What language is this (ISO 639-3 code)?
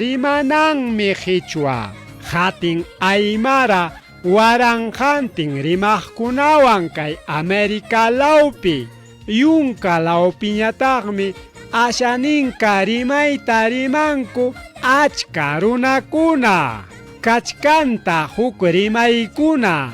quy